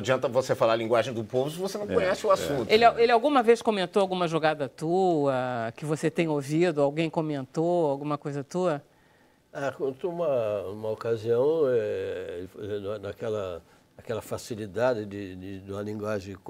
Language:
Portuguese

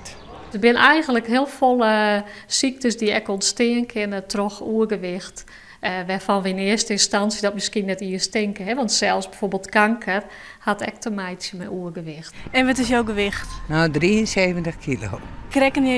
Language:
Western Frisian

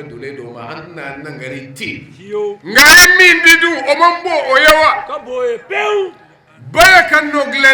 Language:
Bambara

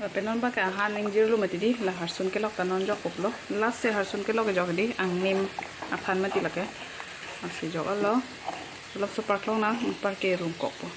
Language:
Karbi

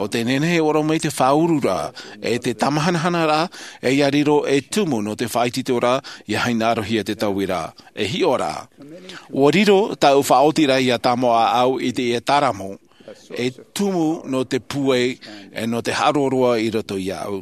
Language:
Tahitian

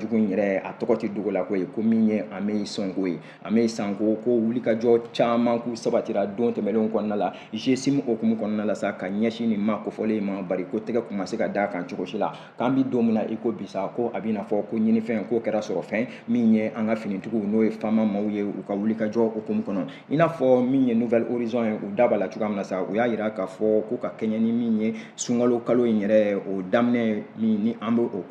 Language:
Bambara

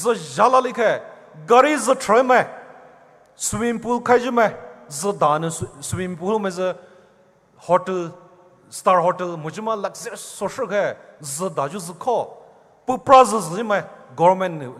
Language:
Poumei Naga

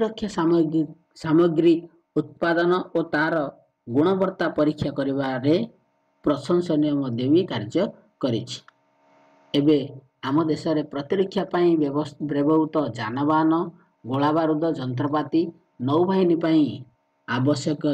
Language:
Odia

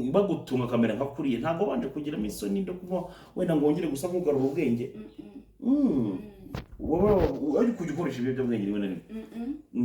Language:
Kinyarwanda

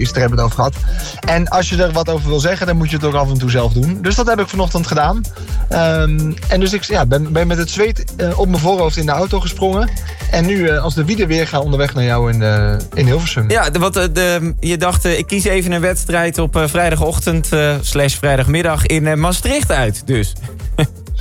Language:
Dutch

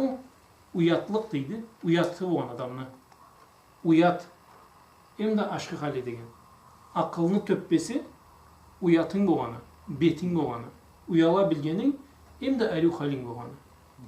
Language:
Karachay-Balkar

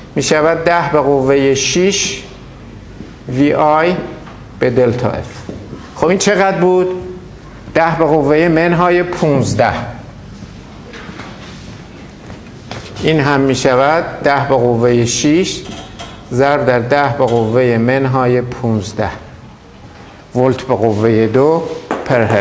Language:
Persian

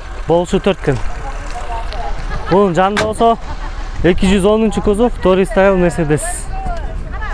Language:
Kyrgyz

